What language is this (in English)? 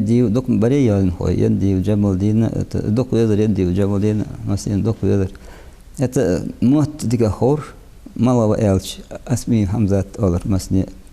Ingush